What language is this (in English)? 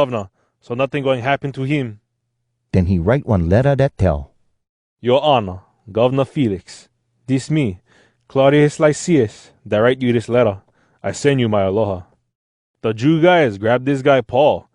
Hawai'i Creole English